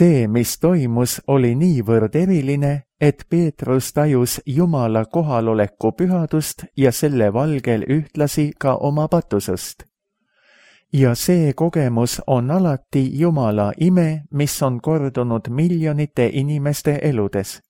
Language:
Estonian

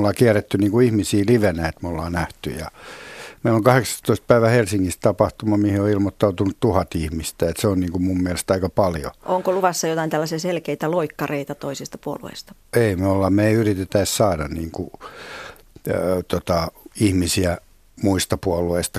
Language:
Finnish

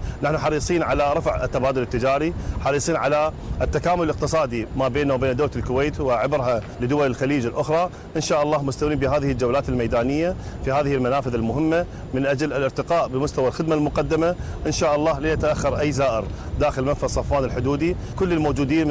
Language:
Mesopotamian Arabic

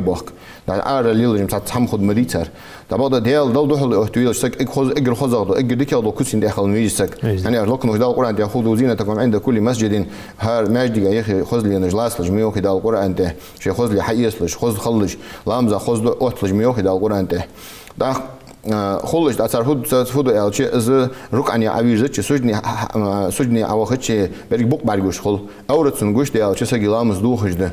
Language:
Ingush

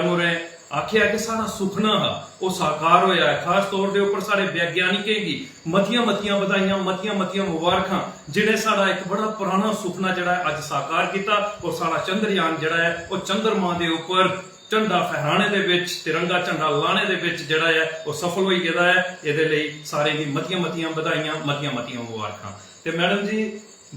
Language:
Dogri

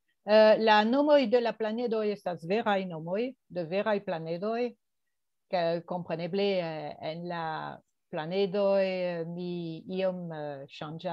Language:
Esperanto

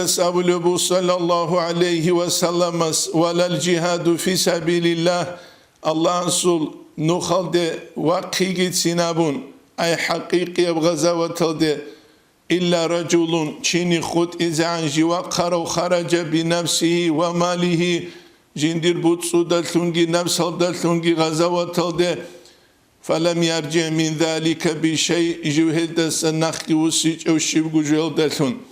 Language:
Avaric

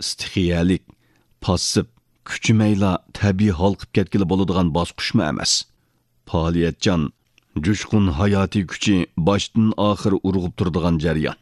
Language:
Uyghur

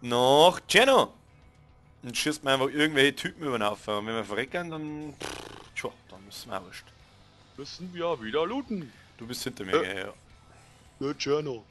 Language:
Bavarian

